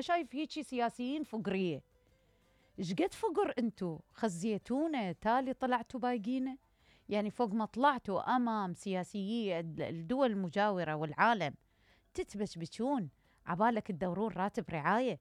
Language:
Mesopotamian Arabic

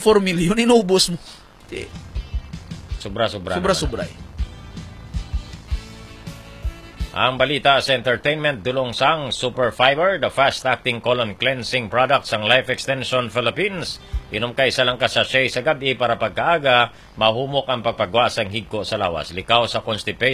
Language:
Hiligaynon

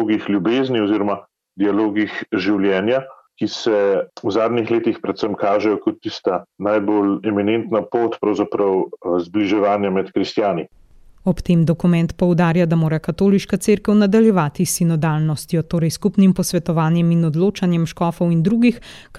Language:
Slovenian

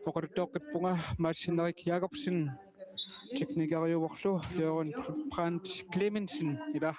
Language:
Kalaallisut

